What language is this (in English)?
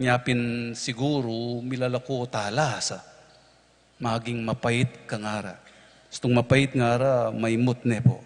Pampanga